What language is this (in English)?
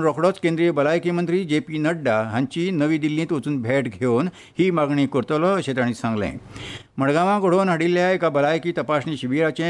Konkani